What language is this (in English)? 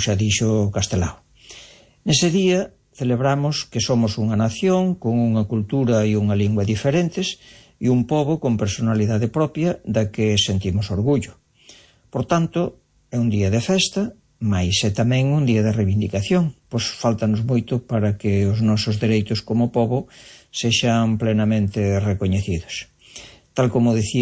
Galician